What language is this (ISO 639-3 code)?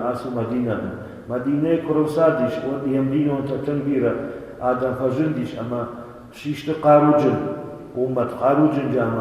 oss